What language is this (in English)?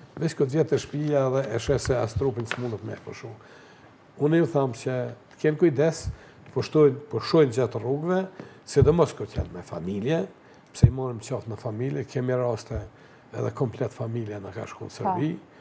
Albanian